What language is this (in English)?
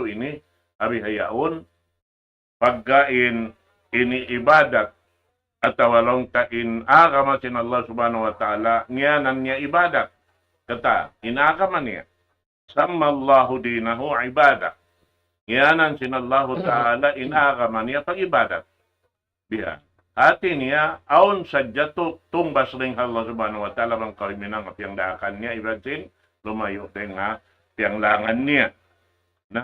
Tausug